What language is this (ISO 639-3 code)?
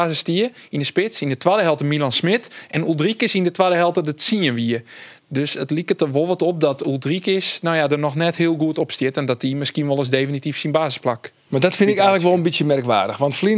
fry